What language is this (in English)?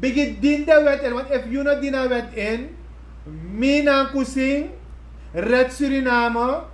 Sranan Tongo